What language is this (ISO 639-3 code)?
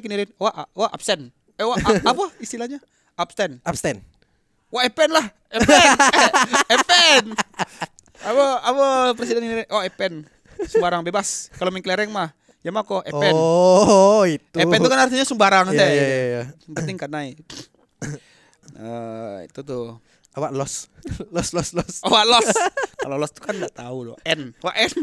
ind